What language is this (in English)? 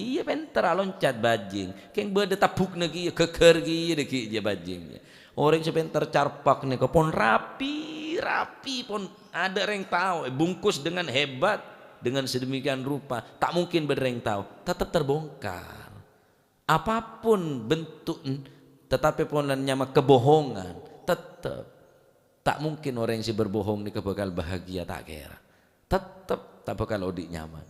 Madurese